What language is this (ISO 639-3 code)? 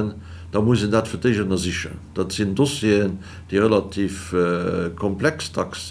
ltz